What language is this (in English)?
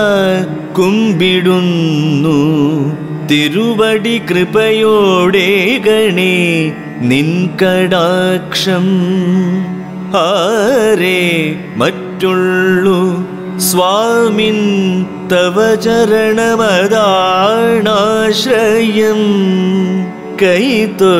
Malayalam